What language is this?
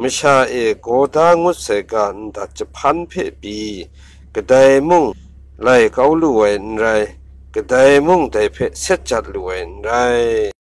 Kachin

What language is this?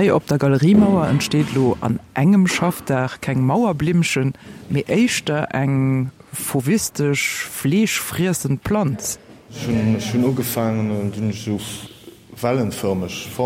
Luxembourgish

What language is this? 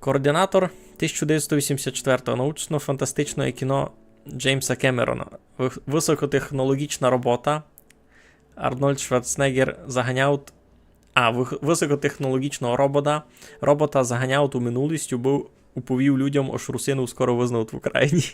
Rusyn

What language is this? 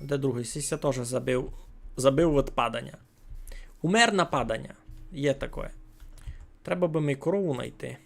Rusyn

